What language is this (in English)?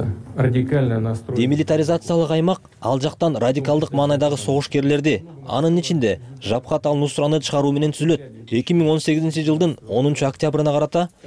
Kyrgyz